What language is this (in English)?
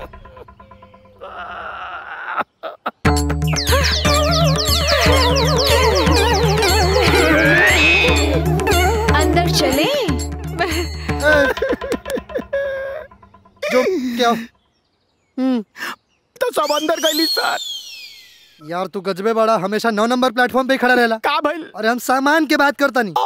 Bhojpuri